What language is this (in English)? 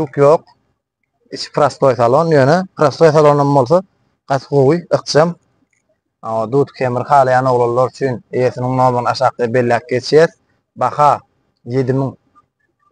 Turkmen